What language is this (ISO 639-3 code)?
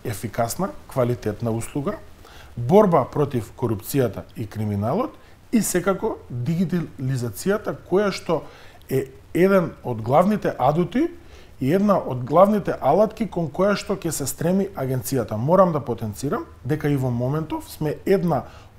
mkd